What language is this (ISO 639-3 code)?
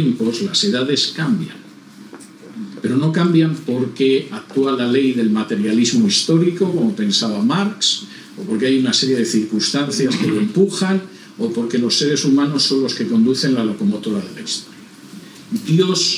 spa